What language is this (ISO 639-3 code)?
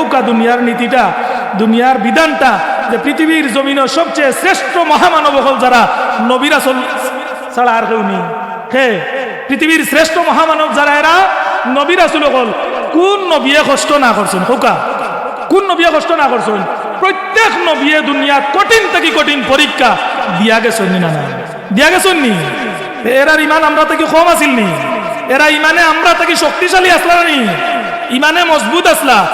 syl